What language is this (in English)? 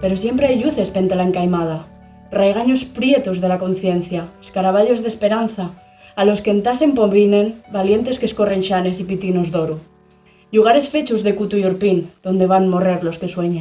Asturian